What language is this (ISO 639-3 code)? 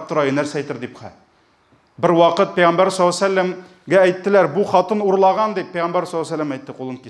tat